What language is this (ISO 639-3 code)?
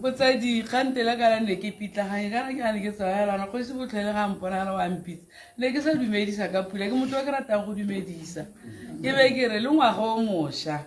tsn